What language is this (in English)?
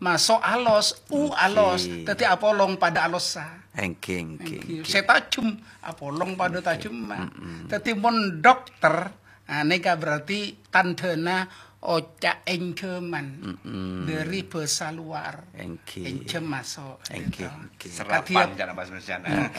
Madurese